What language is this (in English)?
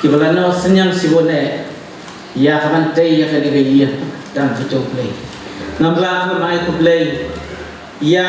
Khasi